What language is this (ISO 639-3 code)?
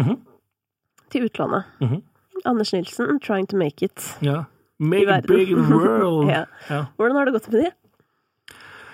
nor